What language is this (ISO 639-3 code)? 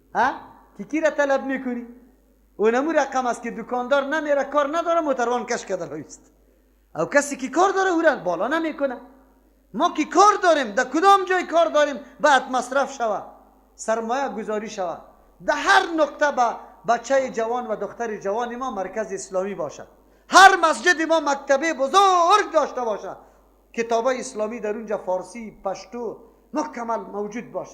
fas